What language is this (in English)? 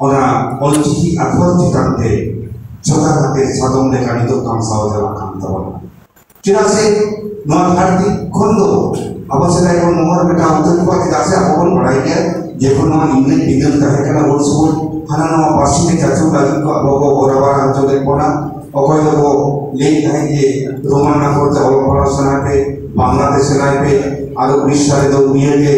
Santali